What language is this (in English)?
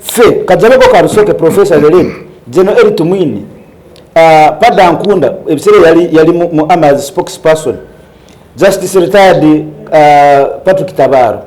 Ganda